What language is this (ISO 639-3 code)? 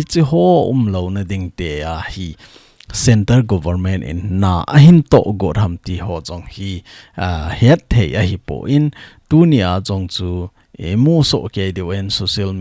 tcz